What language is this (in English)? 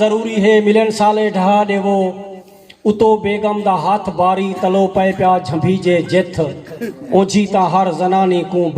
Saraiki